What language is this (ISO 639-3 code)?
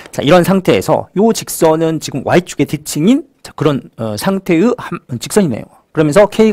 kor